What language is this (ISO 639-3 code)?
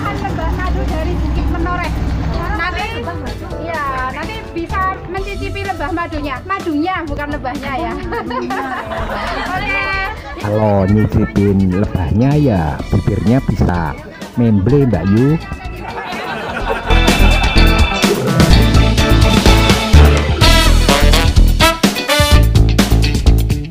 ind